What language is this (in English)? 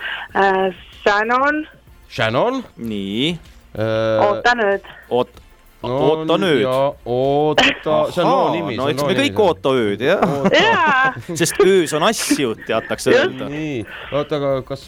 Estonian